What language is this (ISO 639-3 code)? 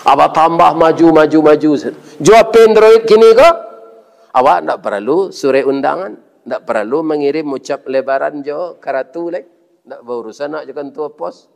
min